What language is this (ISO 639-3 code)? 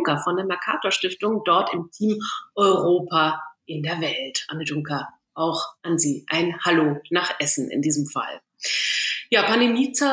deu